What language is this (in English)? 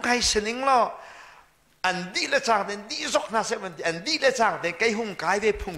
Hakha Chin